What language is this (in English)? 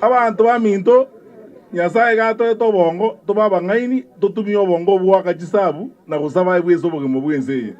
Gusii